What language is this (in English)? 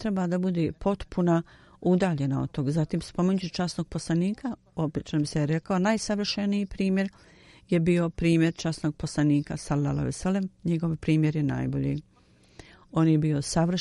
Bosnian